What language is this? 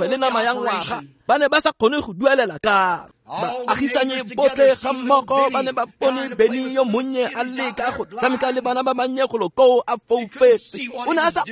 Tswana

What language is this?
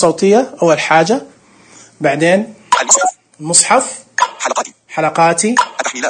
Najdi Arabic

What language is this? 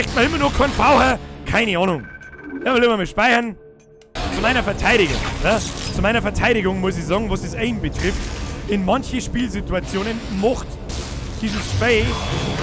Bavarian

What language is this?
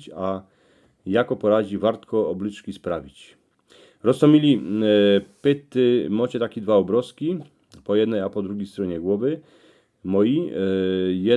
Silesian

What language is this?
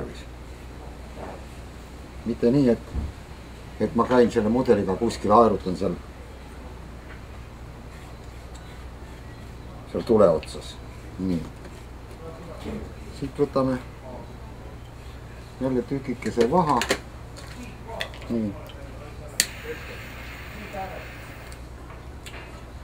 Estonian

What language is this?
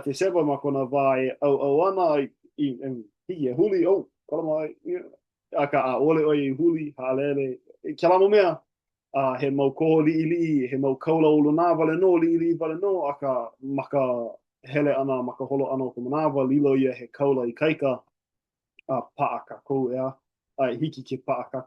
Hawaiian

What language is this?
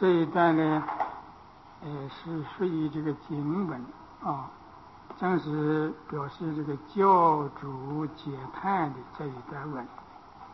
Chinese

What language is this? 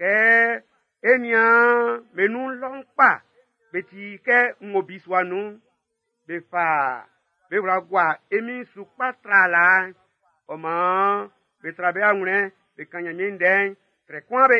Baoulé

